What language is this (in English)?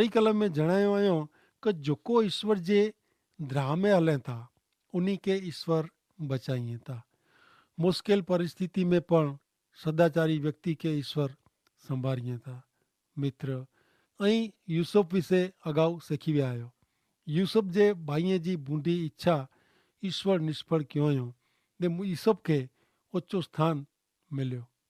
Kachhi